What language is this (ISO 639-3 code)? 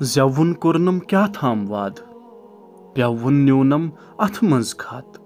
kas